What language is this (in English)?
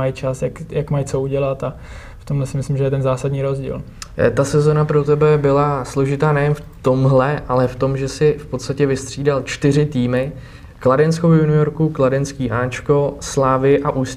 Czech